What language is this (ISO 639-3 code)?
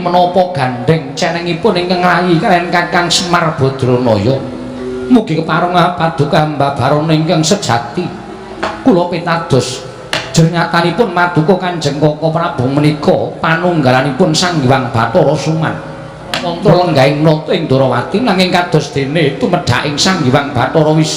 jav